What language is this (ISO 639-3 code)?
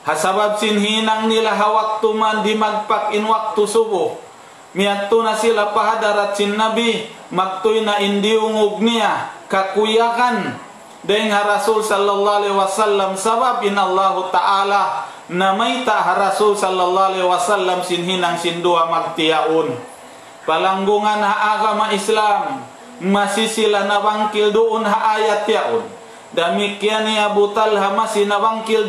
tsg